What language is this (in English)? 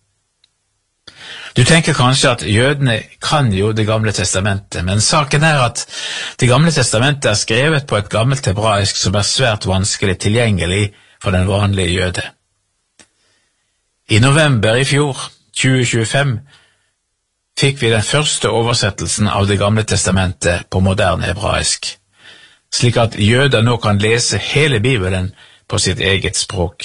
Norwegian